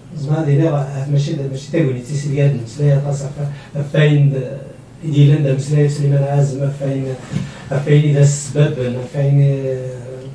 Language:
Kabyle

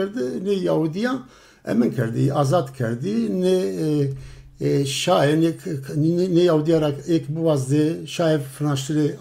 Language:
Zaza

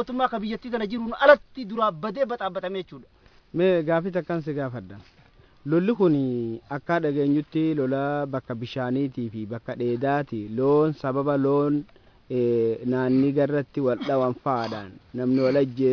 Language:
Oromo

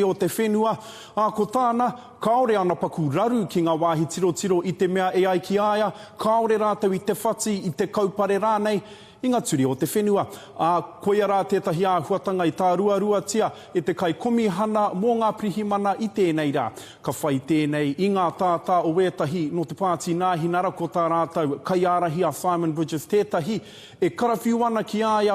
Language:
Māori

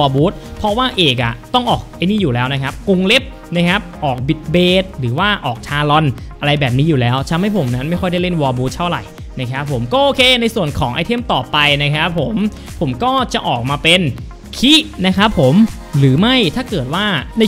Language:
Thai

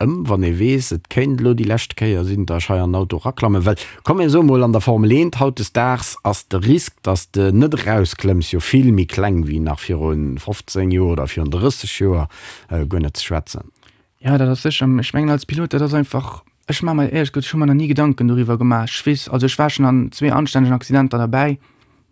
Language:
Luxembourgish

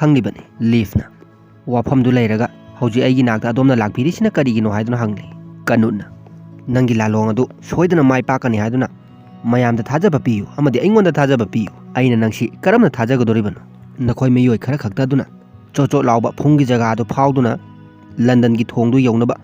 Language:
Manipuri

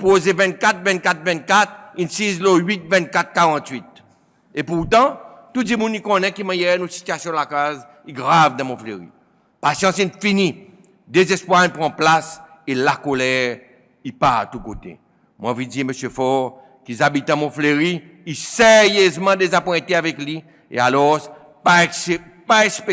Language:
Seselwa Creole French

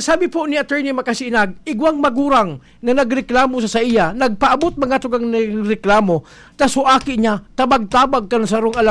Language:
Bikol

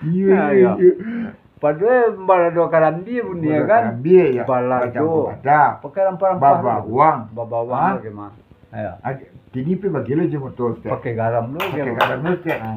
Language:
Minangkabau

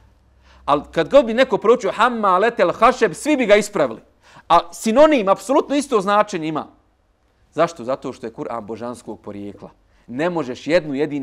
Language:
Bosnian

